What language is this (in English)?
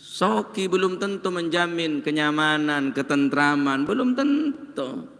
Madurese